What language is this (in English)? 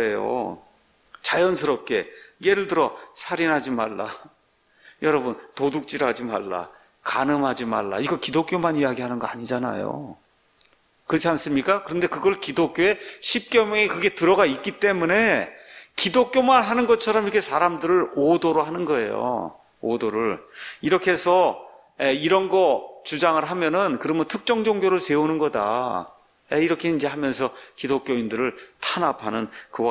Korean